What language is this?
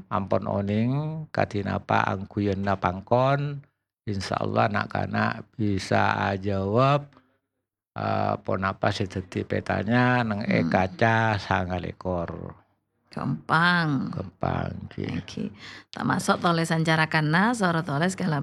Madurese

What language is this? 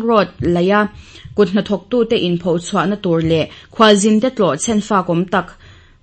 Mizo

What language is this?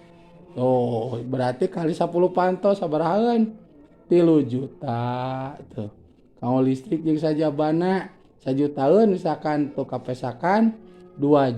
Sundanese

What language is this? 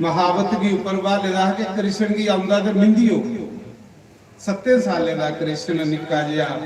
Dogri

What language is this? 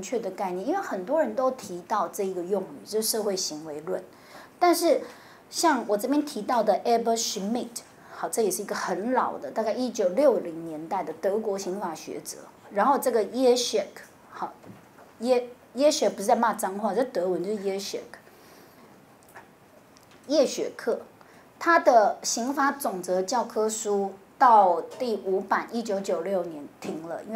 Chinese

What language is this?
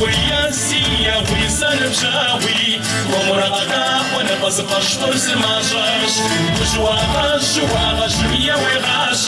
Kabardian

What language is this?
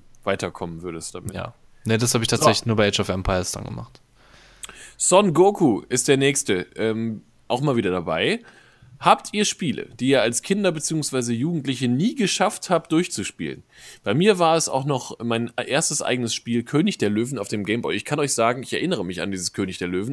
German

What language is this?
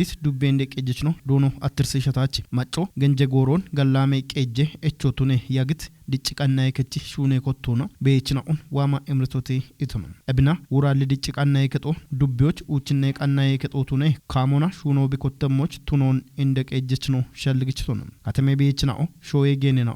Kafa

